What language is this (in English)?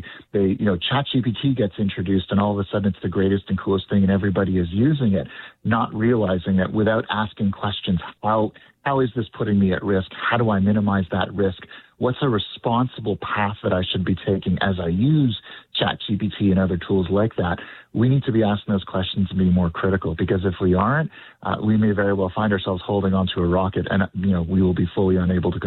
English